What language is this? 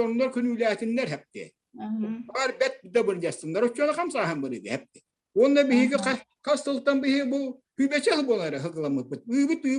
Yakut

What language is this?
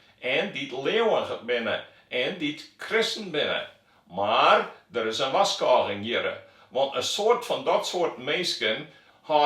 Western Frisian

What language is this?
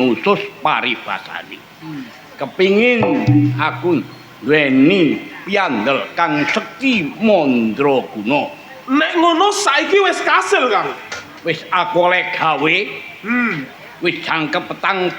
Javanese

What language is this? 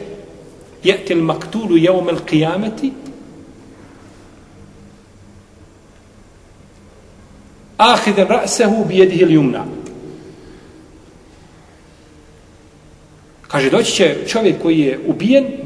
Bosnian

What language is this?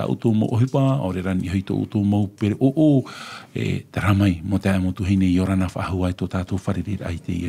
Tahitian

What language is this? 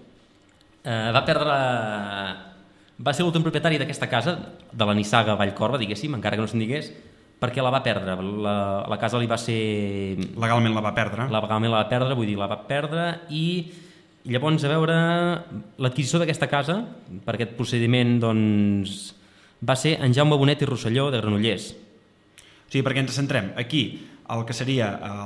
Catalan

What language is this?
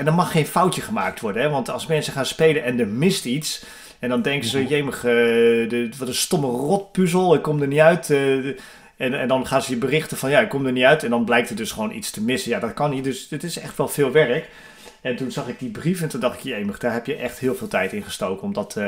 Dutch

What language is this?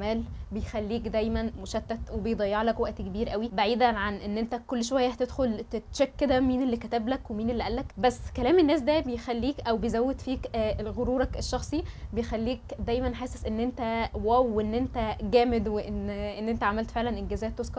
Egyptian Arabic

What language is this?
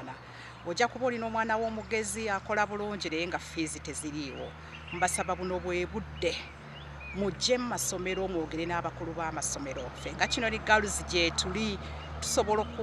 Nyankole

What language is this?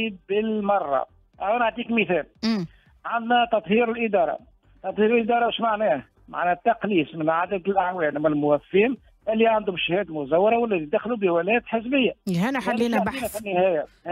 Tunisian Arabic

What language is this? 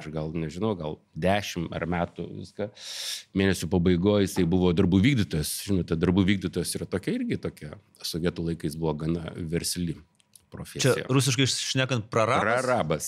Lithuanian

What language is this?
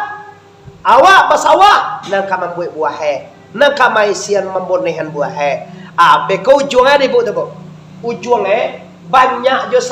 Minangkabau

